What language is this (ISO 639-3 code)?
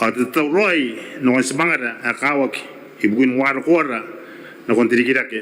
gil